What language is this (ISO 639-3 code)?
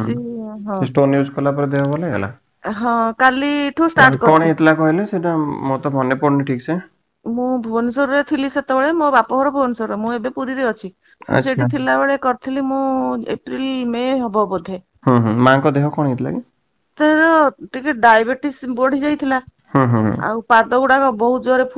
ori